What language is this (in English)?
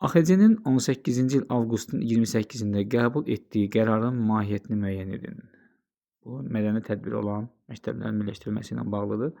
Azerbaijani